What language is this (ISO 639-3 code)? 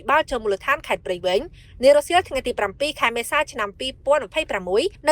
khm